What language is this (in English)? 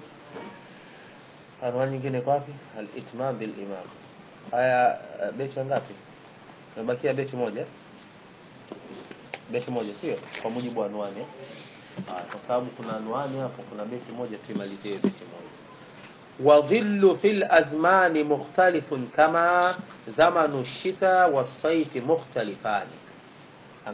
Swahili